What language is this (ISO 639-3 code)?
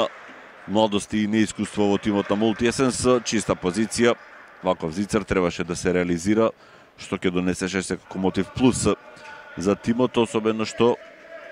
mkd